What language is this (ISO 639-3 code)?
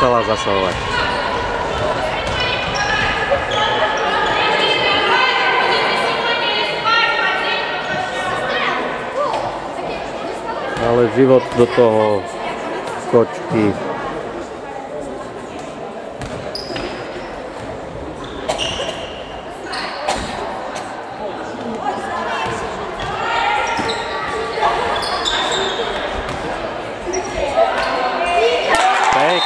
slk